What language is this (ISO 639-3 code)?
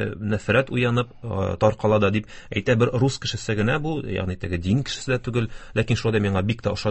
tat